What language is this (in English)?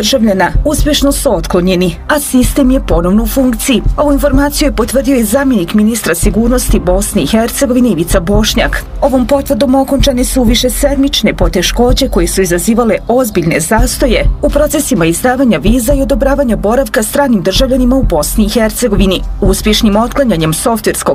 Bosnian